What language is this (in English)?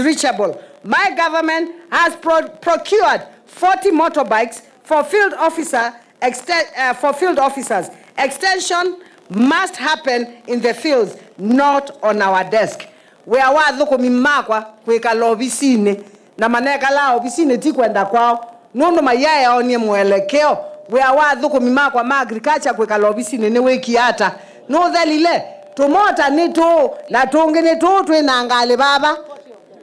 Kamba